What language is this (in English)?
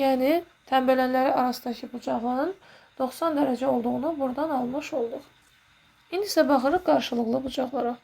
Azerbaijani